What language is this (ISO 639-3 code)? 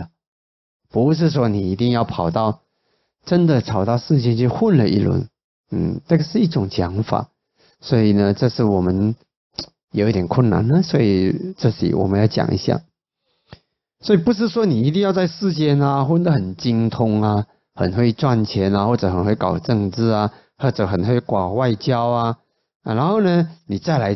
zho